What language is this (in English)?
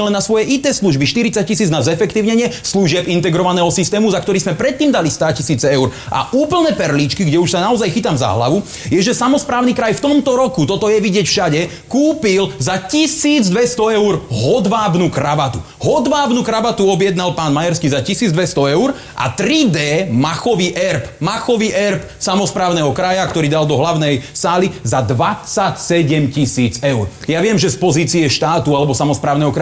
Slovak